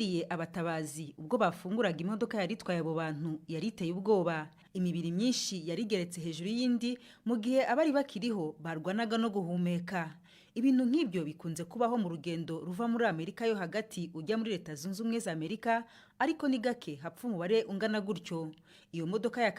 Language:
Kinyarwanda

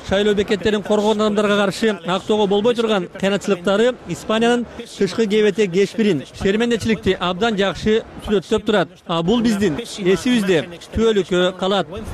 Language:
Kyrgyz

